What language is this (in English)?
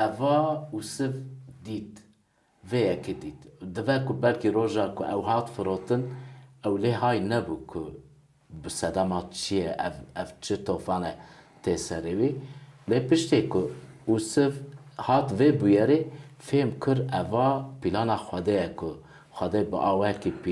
Kurdish